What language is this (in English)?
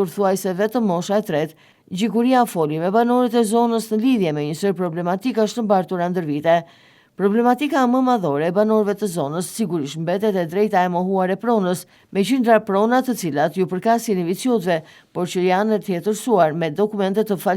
Albanian